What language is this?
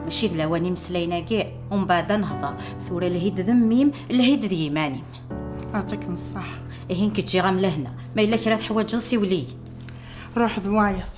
Kabyle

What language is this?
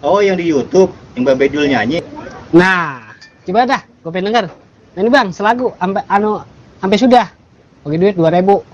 Betawi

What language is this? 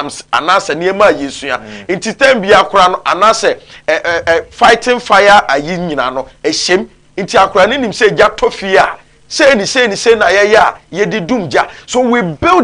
Akan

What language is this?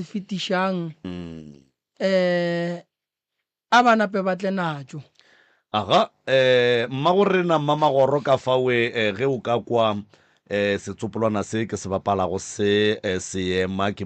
Northern Sotho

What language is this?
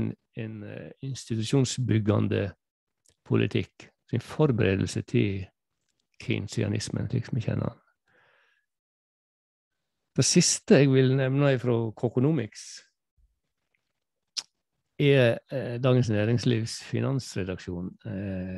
Norwegian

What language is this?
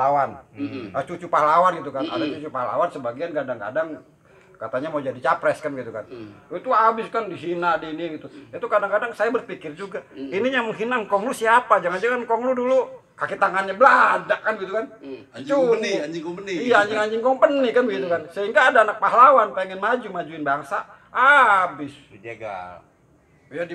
Betawi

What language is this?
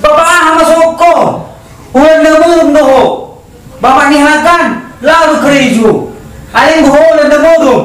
Batak Toba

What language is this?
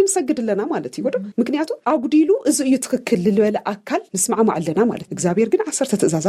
Tigrinya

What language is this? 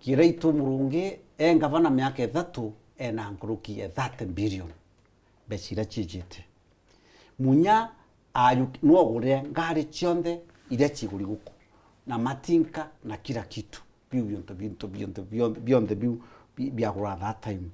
Meru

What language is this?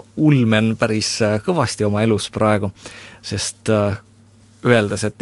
Estonian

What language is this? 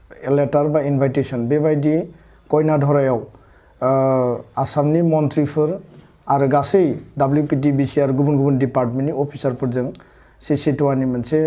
Bodo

